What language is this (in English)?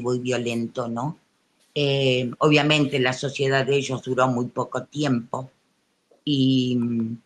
Spanish